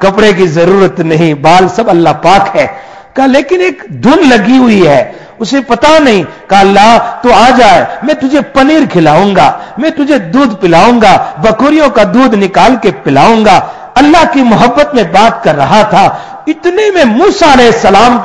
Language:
Urdu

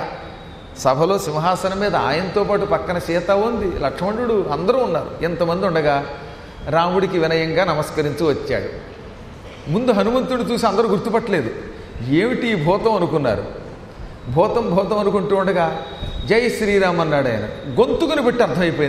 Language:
Telugu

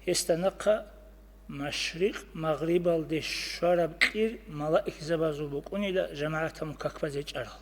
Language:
Avaric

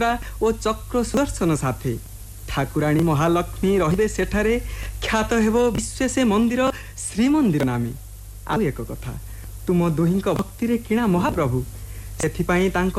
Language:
Odia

